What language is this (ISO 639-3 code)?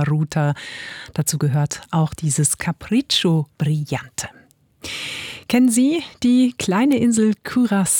deu